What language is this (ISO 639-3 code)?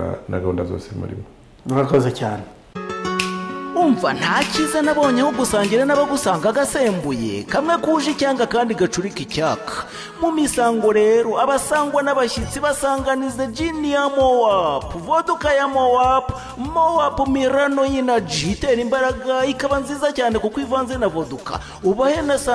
kin